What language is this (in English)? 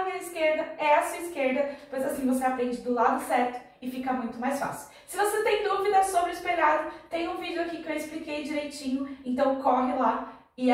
Portuguese